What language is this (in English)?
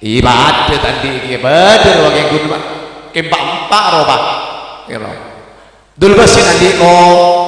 Madurese